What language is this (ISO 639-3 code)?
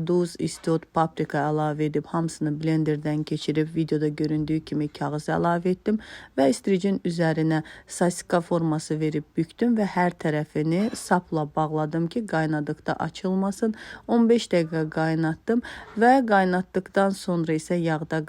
aze